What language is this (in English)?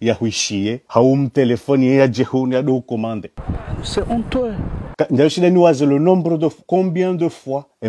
Ngazidja Comorian